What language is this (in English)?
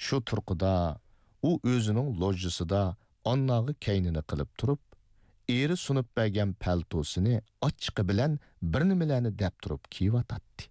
Uyghur